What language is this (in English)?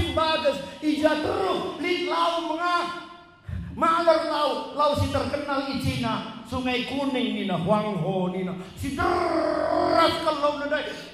Batak Karo